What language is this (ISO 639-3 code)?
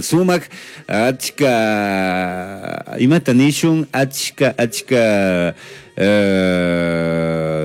qug